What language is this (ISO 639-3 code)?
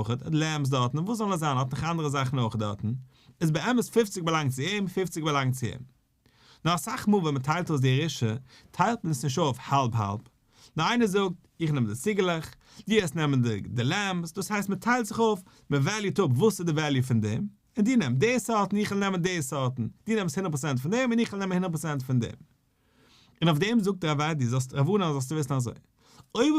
yid